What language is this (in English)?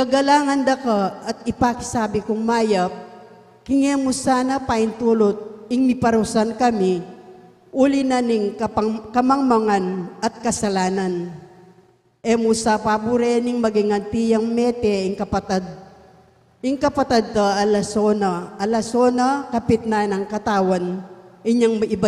Pampanga